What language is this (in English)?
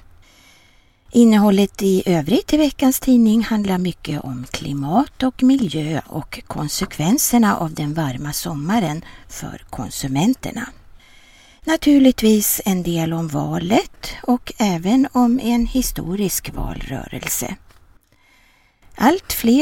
Swedish